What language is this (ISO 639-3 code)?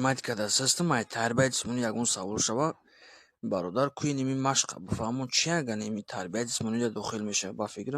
tgk